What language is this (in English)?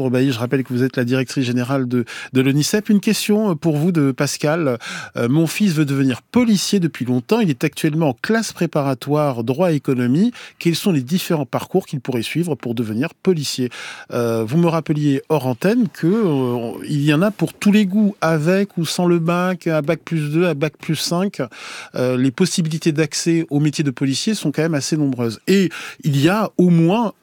French